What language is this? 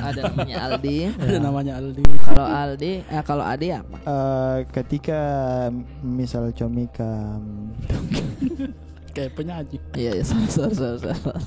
Makassar Malay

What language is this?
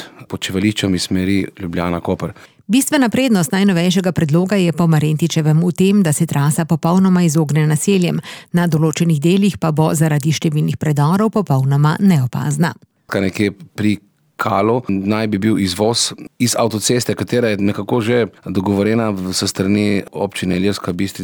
Slovenian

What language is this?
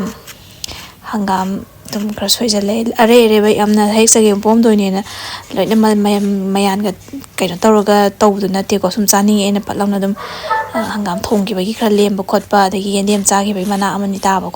Manipuri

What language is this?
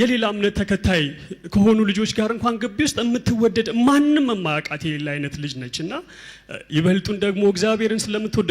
Amharic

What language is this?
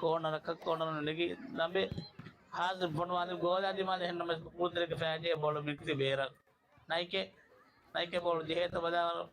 Divehi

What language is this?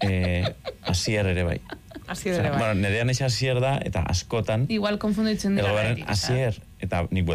Basque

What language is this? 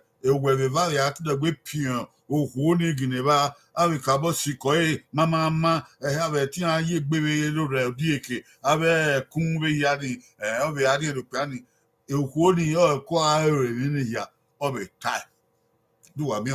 Bini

